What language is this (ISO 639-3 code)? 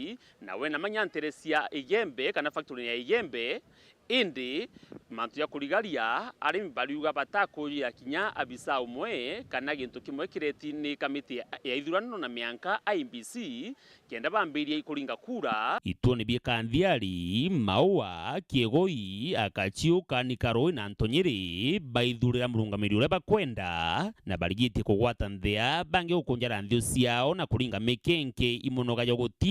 mer